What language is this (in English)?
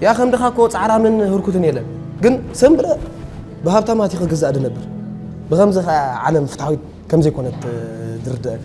Tigrinya